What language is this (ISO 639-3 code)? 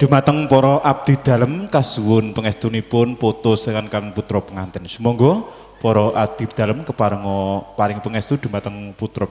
jav